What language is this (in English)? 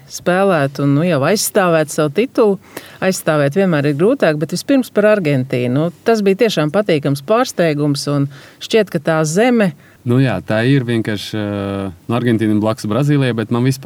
Latvian